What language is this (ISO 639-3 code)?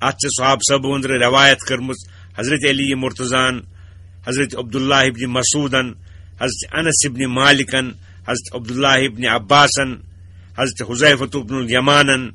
kas